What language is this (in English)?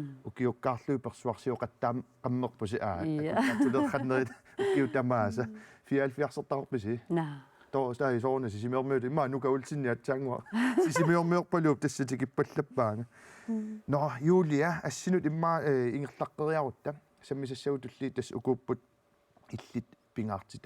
Kalaallisut